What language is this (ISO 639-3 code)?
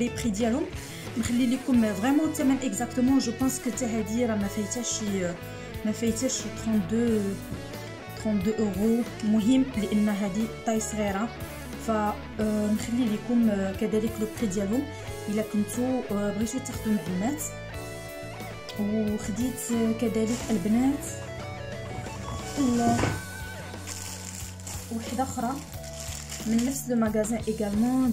ary